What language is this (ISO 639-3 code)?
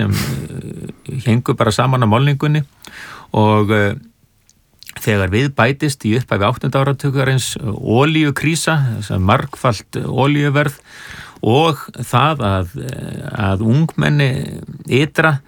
isl